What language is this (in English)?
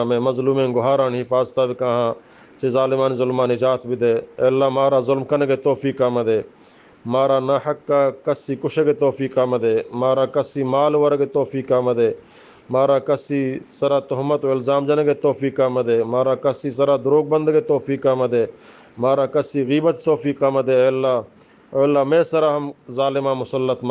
Eastern Balochi